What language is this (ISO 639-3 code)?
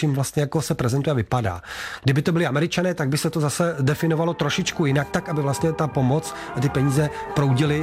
ces